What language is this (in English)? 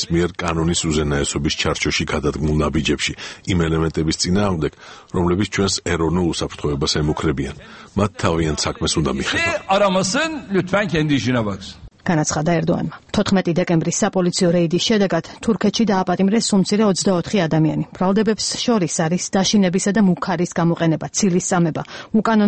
Georgian